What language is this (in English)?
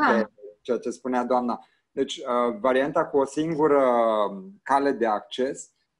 Romanian